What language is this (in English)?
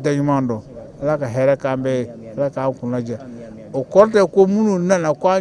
Bambara